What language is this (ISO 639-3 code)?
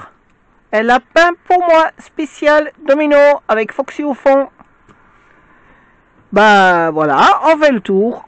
fra